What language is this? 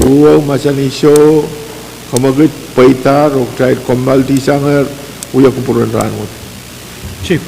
Pohnpeian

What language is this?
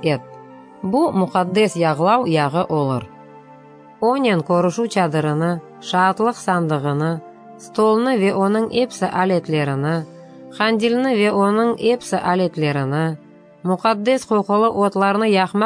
Crimean Tatar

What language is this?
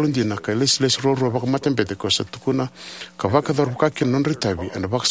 Fijian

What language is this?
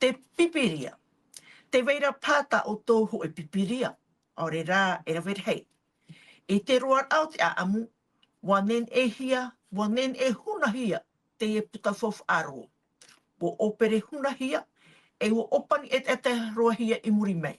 Tahitian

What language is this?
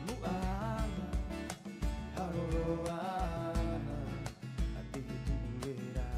Rapanui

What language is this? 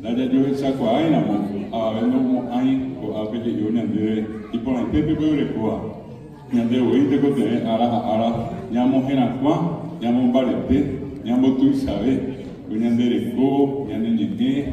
Guarani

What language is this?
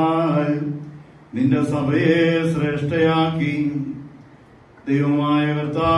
Malayalam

